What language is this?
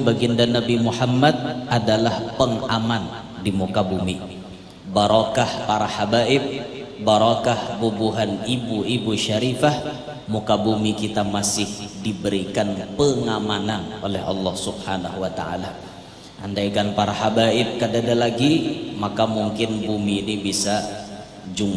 Banjar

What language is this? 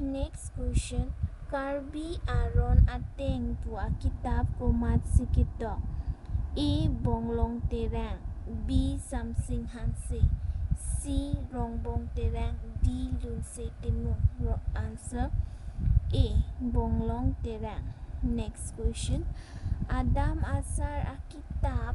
Karbi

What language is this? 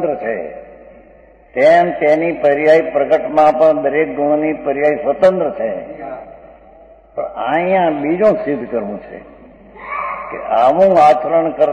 Gujarati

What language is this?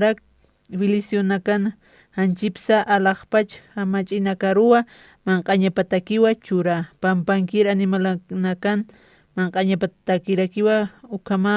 Aymara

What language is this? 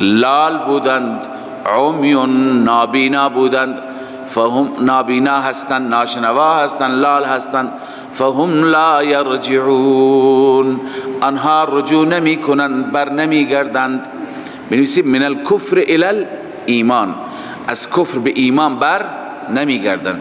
Persian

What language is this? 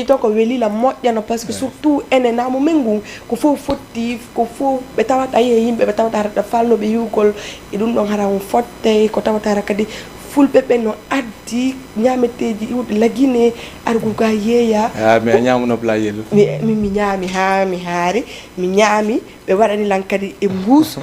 Fula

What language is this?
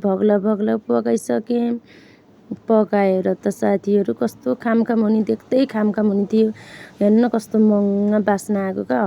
Nepali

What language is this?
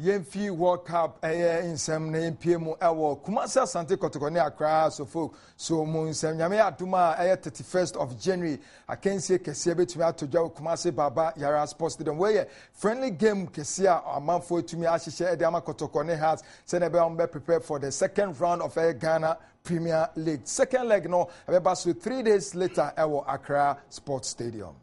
Akan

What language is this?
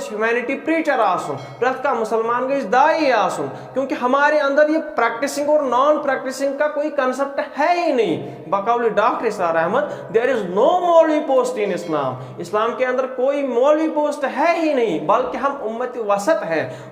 Kashmiri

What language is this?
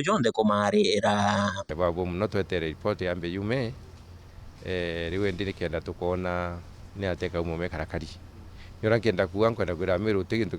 Meru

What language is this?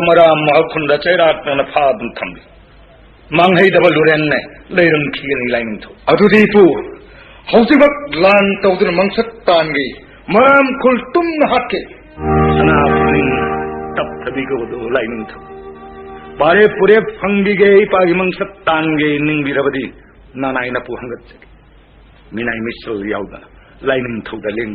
Manipuri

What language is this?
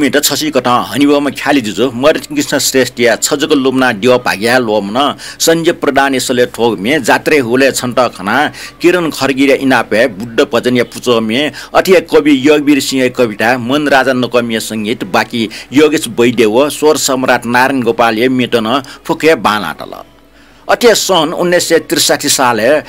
Newari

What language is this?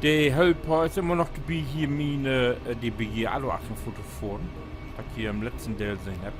Low German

